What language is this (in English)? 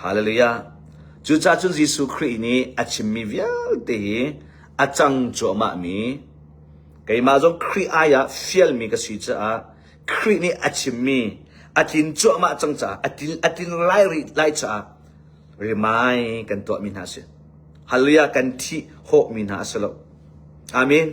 Hakha Chin